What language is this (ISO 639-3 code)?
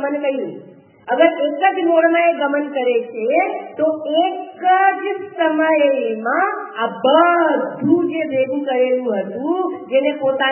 guj